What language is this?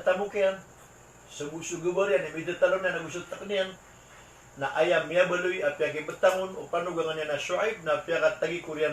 Maranao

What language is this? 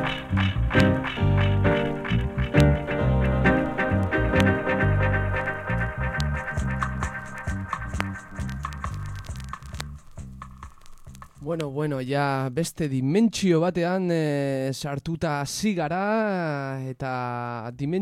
Basque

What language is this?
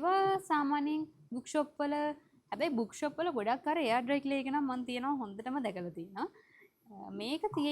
Sinhala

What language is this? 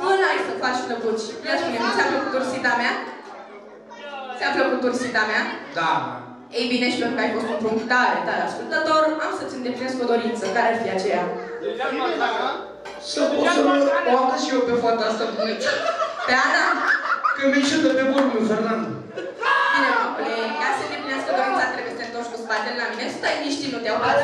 Romanian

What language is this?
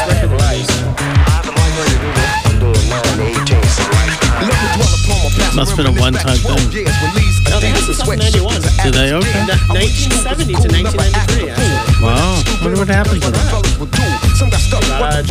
English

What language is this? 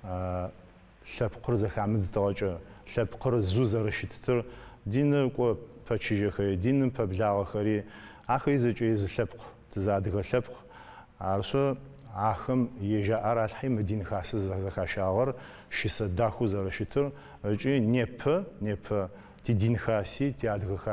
Adyghe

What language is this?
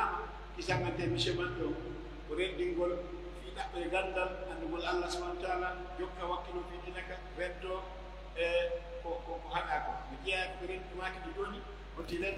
Pular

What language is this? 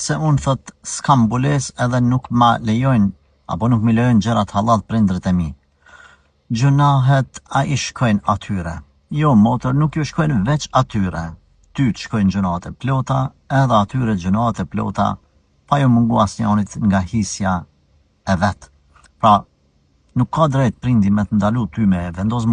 Albanian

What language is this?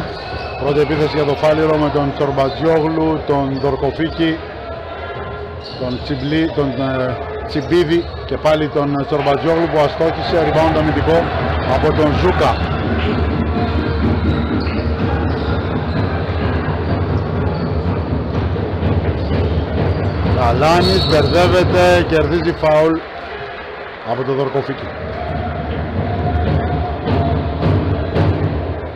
Greek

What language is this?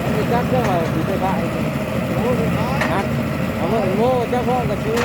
Northeastern Thai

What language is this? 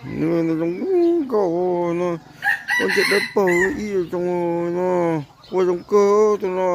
Hmong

